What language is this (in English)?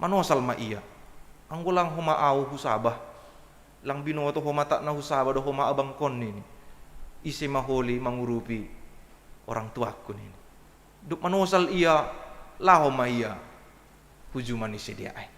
Batak Simalungun